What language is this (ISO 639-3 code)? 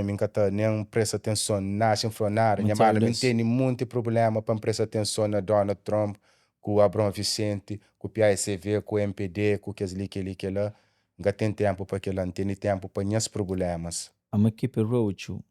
kea